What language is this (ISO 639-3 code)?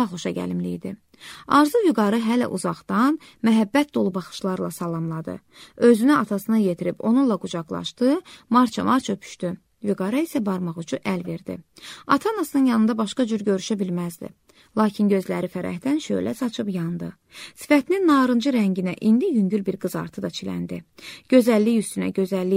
aze